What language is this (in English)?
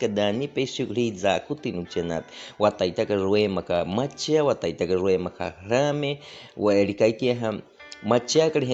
Baniwa